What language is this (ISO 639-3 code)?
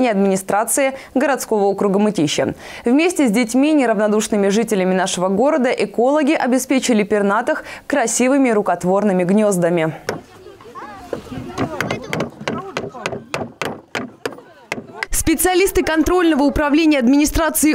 rus